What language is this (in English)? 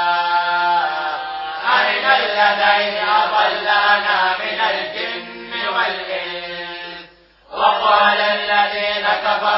Arabic